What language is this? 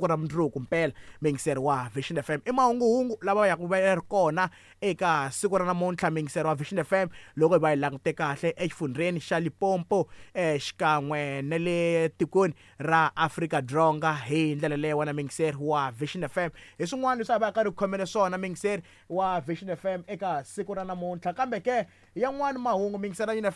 Tsonga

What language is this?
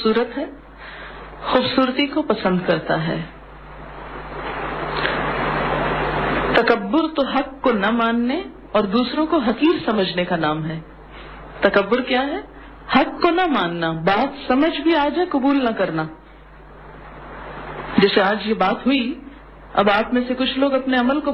Urdu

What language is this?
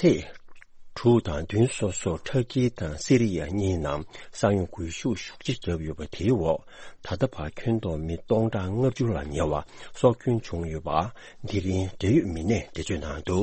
Tibetan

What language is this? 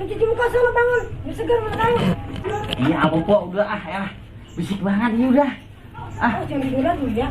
Betawi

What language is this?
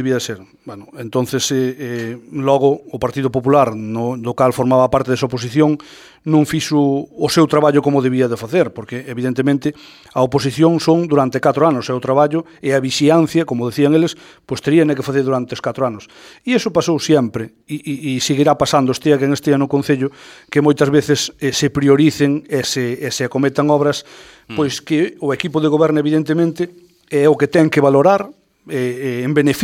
Galician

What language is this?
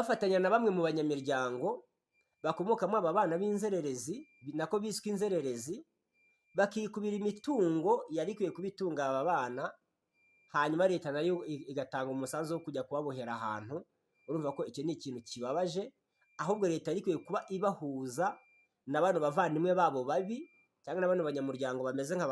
Kinyarwanda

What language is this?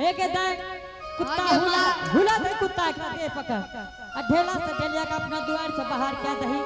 Angika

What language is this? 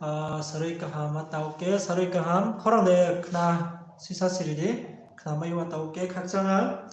Riang (India)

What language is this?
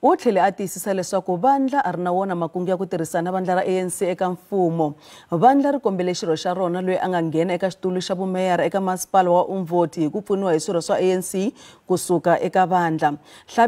Tsonga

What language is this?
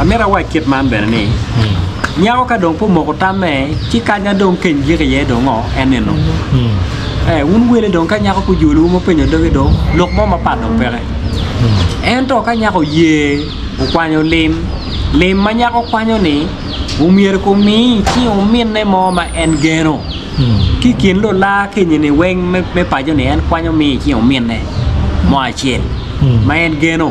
Acoli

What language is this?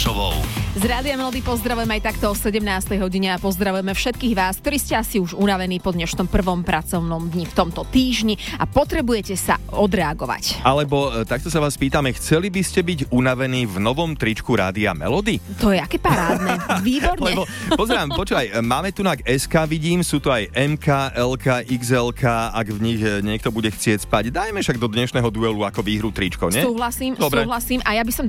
Slovak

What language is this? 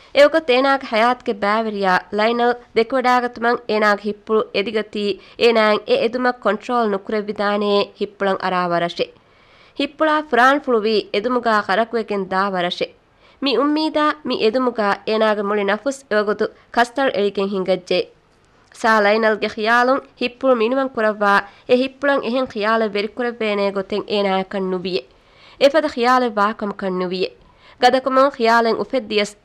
Divehi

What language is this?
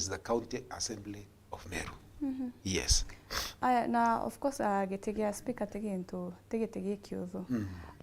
Meru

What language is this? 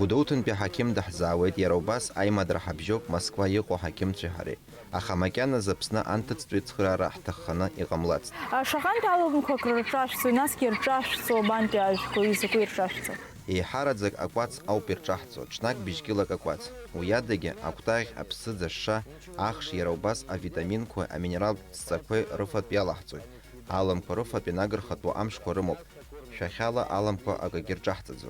Abkhazian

